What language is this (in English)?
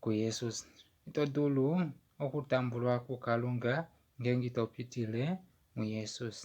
Kuanyama